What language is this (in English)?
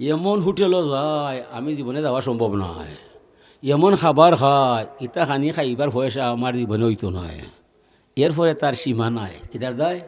Sylheti